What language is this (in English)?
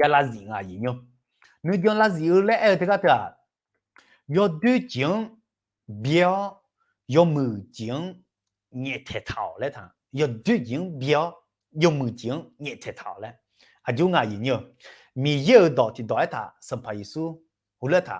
Akha